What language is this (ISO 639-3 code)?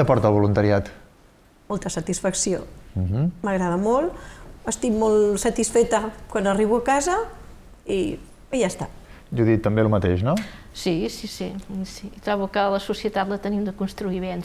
cat